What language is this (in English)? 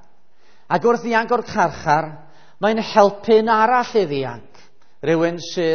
Welsh